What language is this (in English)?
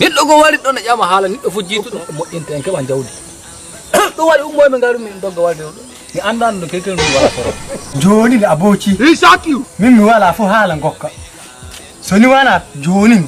Nigerian Fulfulde